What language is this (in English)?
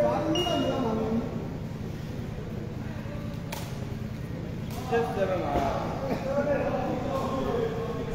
Burmese